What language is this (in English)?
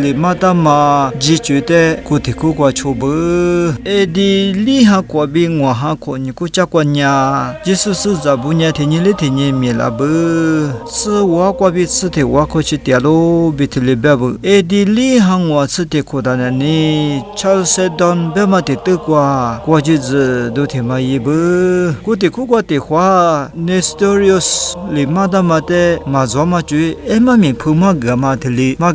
Lisu